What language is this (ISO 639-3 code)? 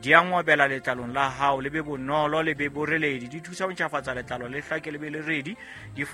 sot